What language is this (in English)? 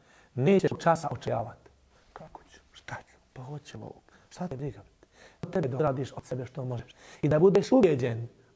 Bosnian